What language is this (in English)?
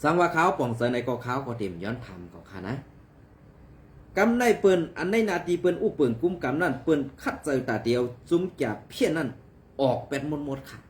Shan